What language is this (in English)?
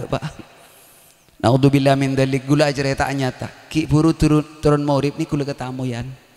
Madurese